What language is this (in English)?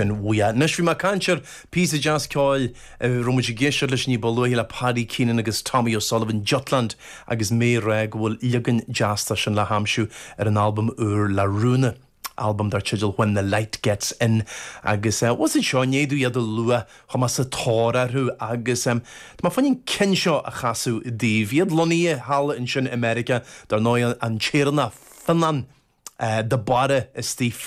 Irish